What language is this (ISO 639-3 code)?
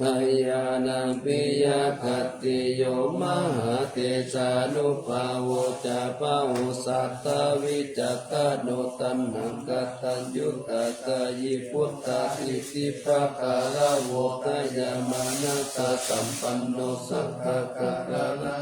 pli